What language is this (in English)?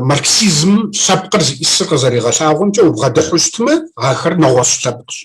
Kabardian